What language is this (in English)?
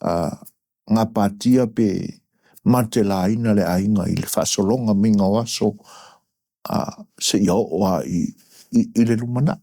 Samoan